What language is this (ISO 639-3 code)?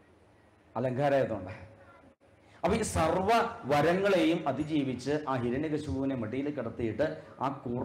mal